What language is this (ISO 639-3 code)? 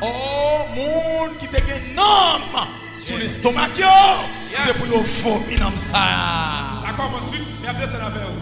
hat